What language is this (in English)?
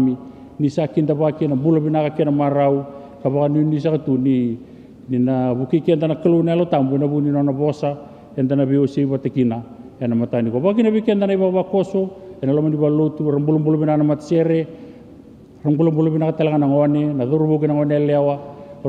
Fijian